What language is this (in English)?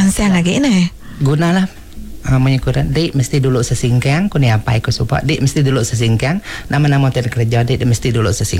Iban